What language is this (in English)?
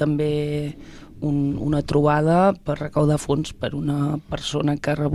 Catalan